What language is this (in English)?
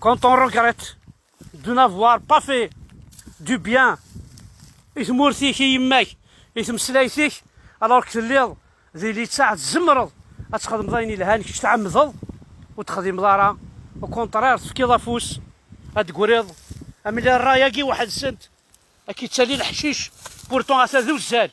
Kabyle